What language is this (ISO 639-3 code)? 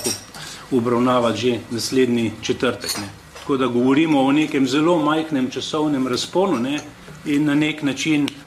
slv